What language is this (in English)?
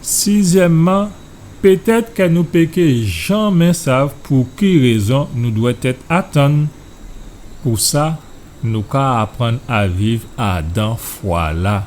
Guadeloupean Creole French